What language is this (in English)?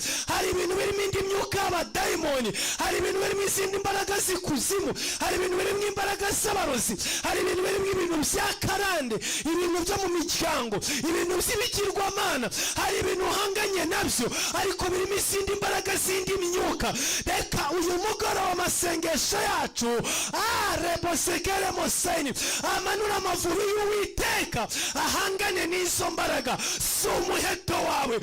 Kinyarwanda